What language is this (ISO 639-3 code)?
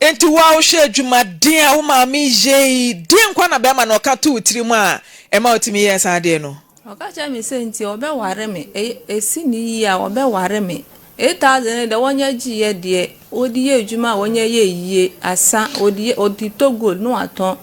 aka